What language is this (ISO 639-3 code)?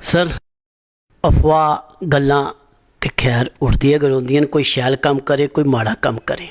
doi